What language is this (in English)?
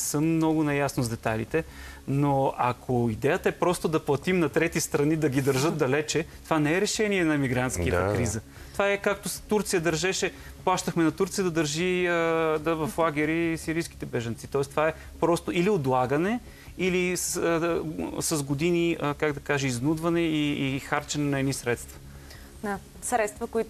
Bulgarian